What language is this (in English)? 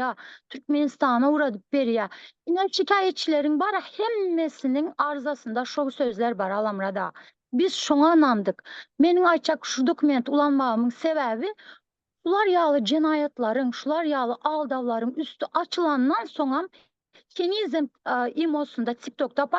Turkmen